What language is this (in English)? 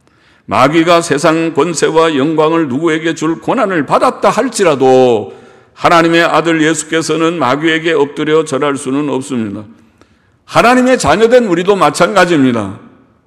Korean